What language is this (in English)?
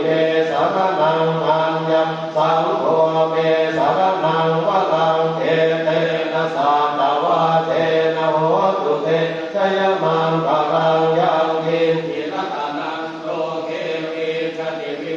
Pali